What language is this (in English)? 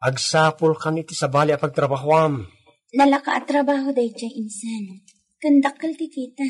Iloko